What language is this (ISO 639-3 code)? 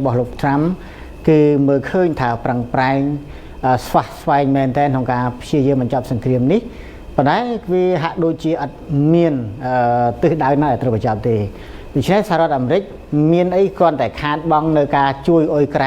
khm